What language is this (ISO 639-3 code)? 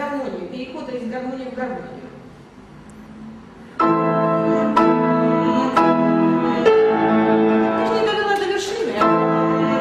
rus